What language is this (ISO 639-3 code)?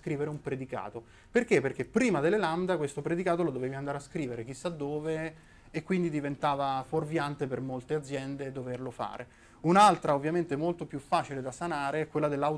ita